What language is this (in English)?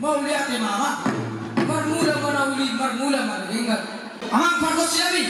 Batak Toba